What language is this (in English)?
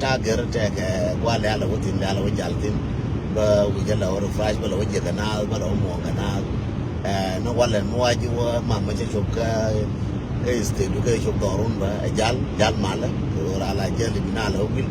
Nuer